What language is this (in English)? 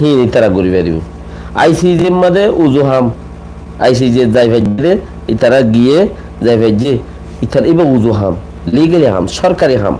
Rohingya